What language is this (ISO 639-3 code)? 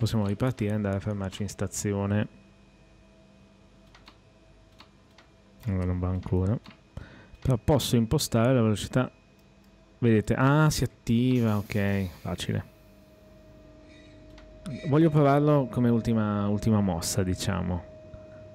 ita